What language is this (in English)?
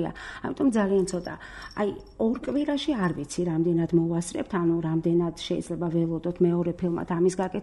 Georgian